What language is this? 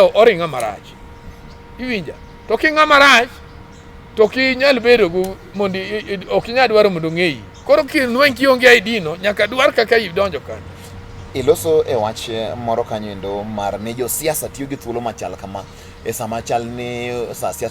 Luo (Kenya and Tanzania)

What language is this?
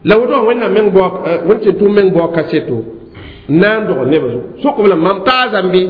Mossi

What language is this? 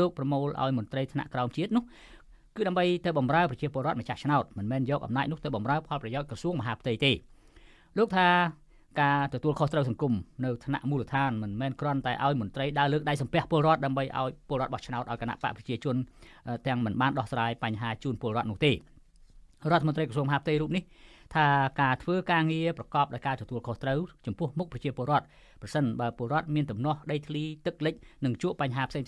Khmer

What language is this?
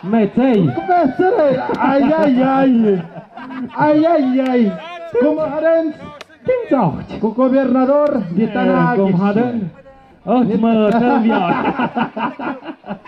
Tlahuitoltepec Mixe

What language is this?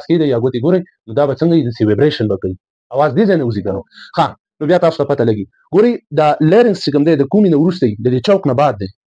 Pashto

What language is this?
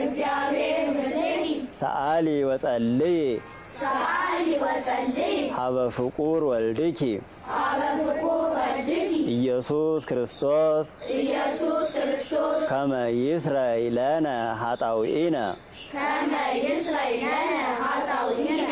Geez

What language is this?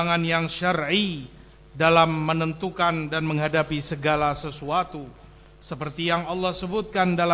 Indonesian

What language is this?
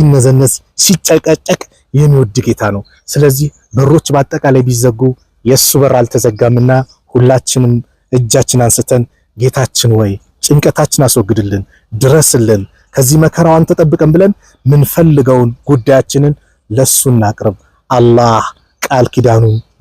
Amharic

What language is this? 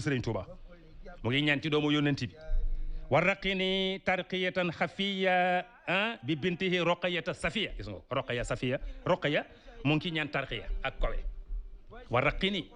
Wolof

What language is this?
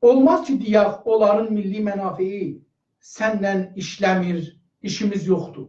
South Azerbaijani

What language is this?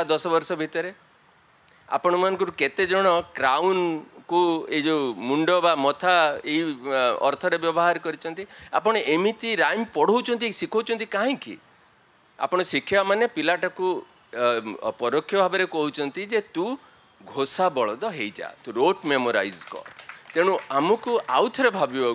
Odia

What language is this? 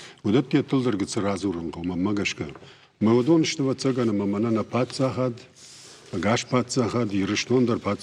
Ossetic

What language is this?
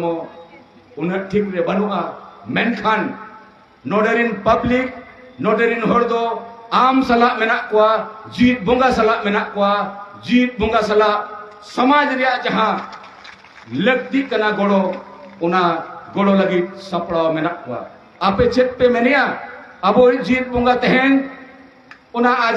Santali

